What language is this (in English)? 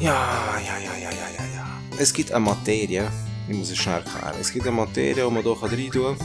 Swiss German